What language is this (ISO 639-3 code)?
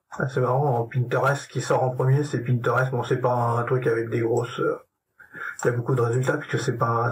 fra